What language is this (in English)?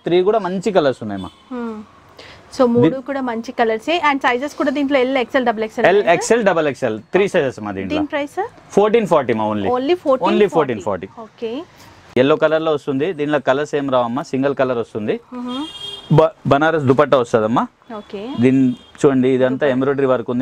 Telugu